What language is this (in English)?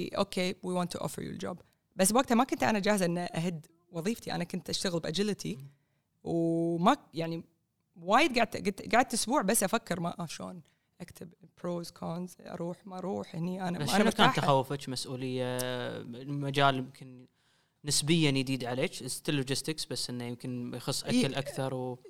Gulf Arabic